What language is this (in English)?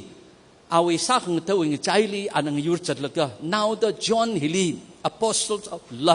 Tangkhul Naga (India)